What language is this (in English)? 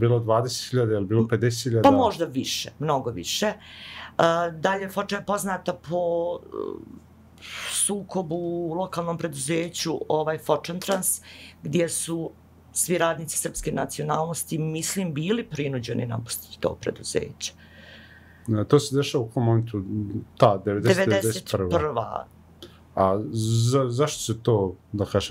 Bosnian